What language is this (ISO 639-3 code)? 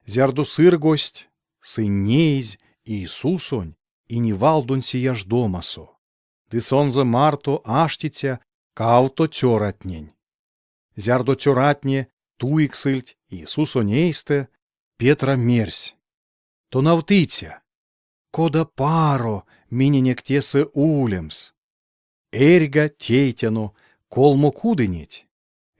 myv